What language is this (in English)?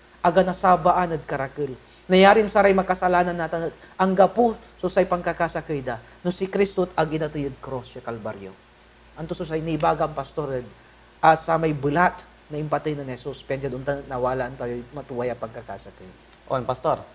Pangasinan